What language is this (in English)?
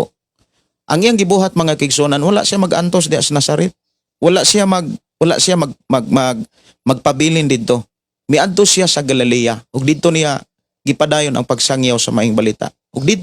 Cebuano